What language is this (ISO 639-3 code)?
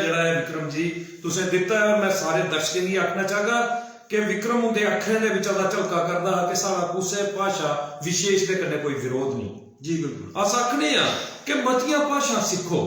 doi